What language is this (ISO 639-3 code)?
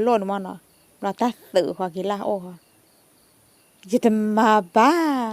ksw